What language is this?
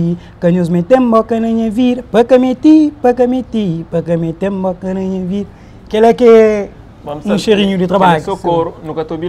Kabuverdianu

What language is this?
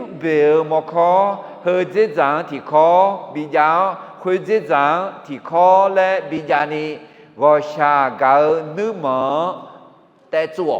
Akha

